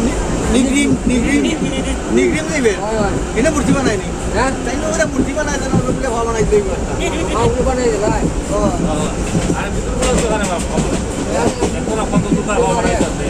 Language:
Sylheti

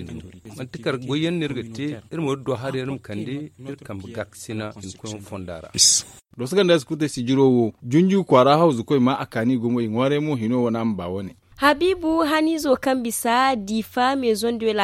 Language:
Zarma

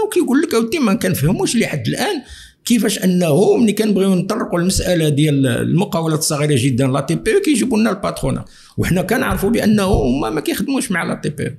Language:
Moroccan Arabic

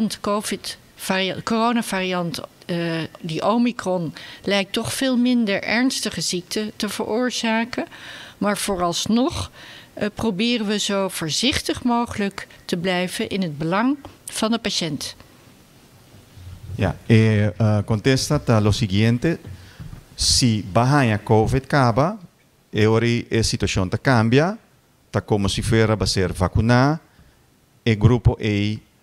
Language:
Dutch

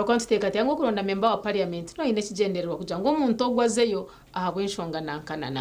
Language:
Nyankole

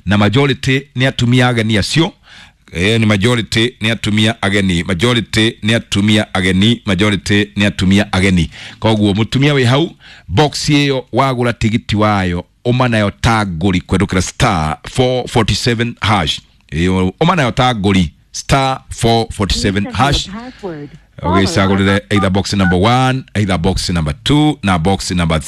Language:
Kikuyu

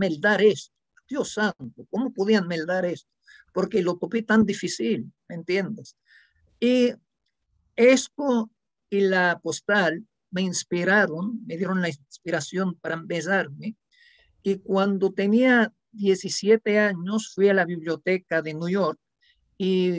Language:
Ladino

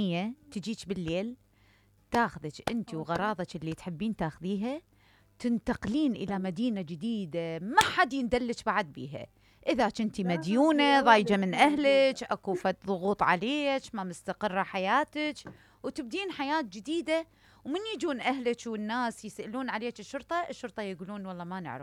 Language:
Mesopotamian Arabic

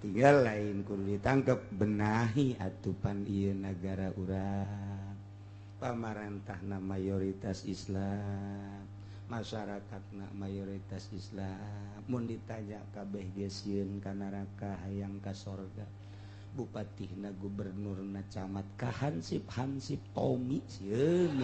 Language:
Sundanese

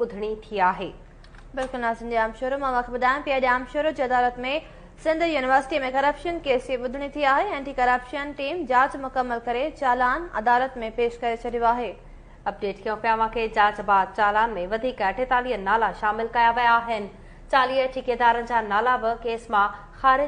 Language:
Sindhi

